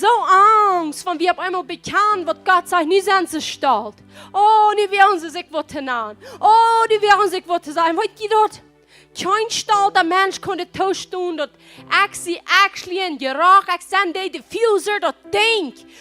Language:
Plautdietsch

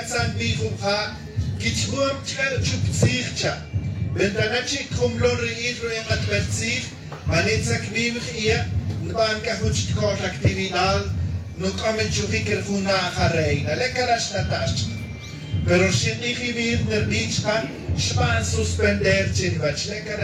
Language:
Tz'utujil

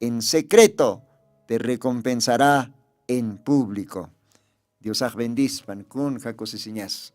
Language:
Aymara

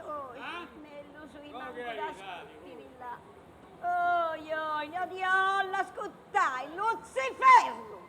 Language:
Sardinian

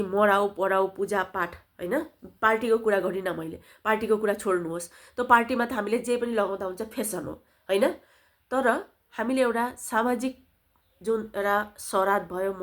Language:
Nepali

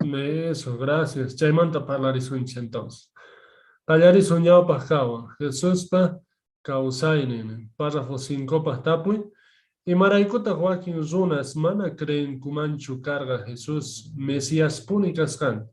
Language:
Quechua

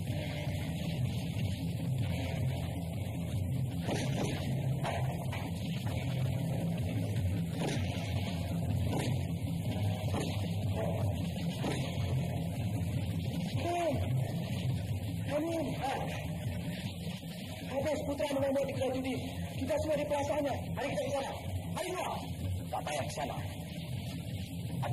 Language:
Malay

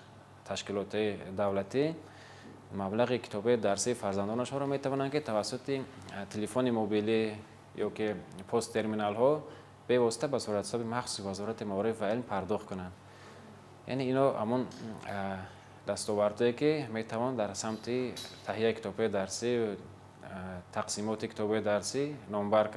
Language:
Tajik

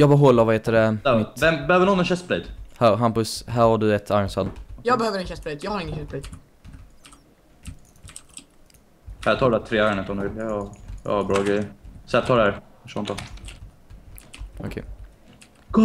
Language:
Swedish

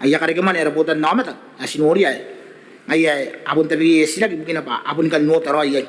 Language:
Gilbertese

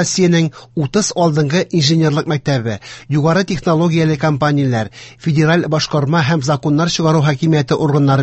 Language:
Tatar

